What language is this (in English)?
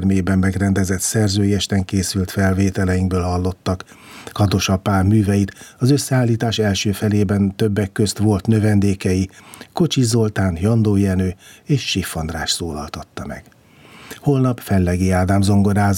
Hungarian